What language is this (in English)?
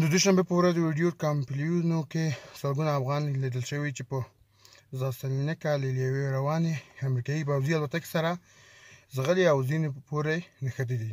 Pashto